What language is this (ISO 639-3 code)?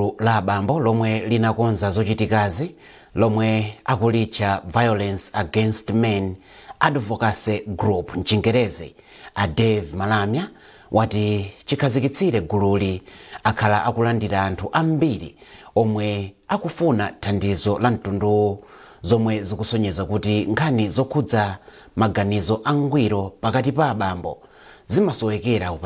nya